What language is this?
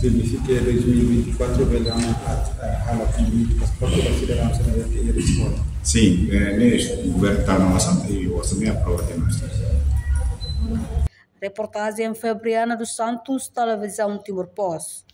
Tetum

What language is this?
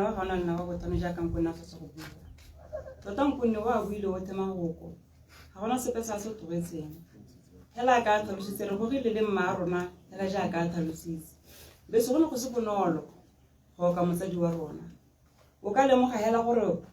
Tswana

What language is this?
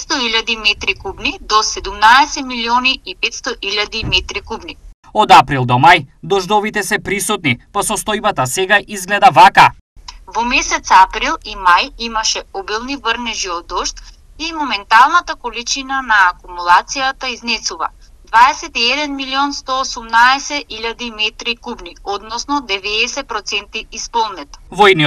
Macedonian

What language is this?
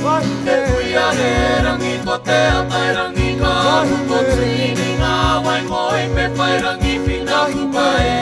Māori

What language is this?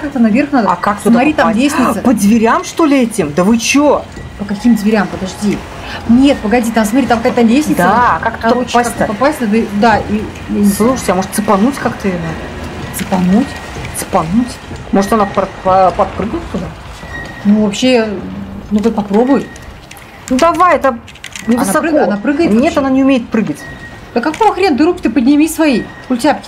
Russian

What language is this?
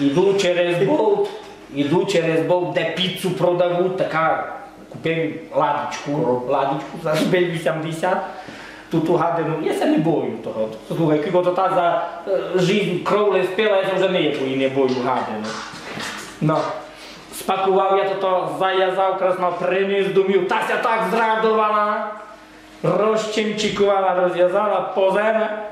Rusyn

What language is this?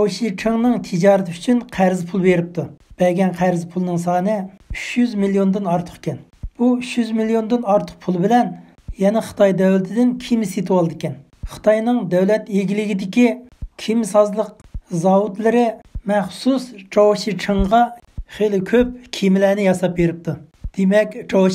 Uyghur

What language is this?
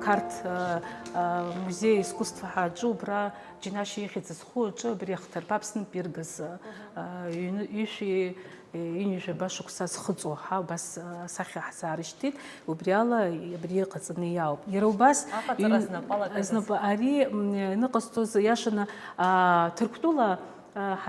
Abkhazian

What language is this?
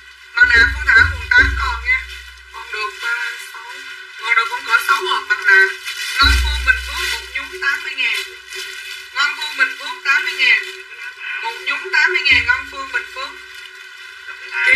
Vietnamese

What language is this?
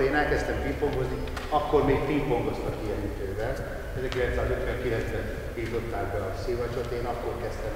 Hungarian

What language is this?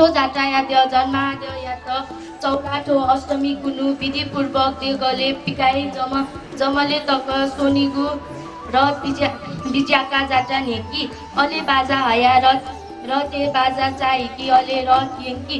Newari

